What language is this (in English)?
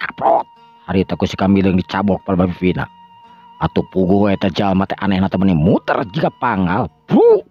Sundanese